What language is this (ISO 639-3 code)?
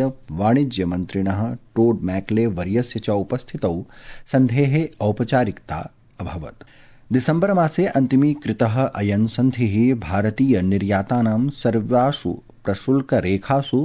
san